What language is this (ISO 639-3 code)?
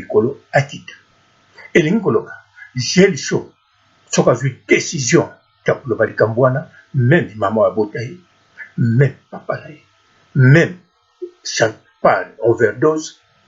lin